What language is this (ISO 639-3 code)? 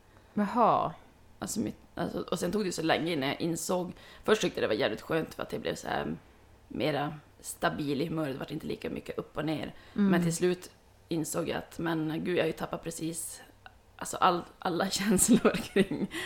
swe